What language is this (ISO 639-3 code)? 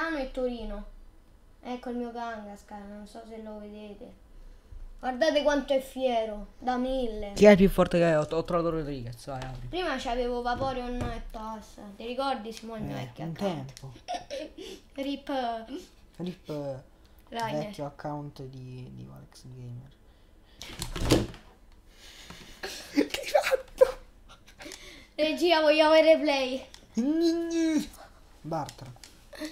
ita